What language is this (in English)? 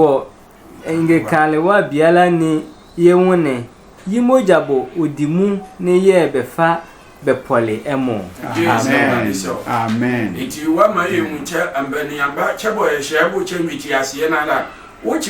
Sehwi